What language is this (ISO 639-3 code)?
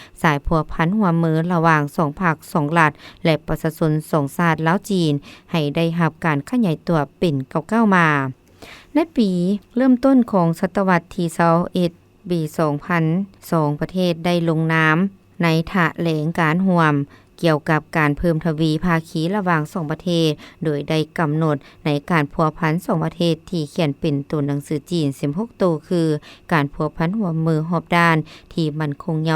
lao